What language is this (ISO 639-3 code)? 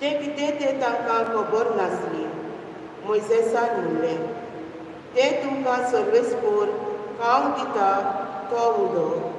kok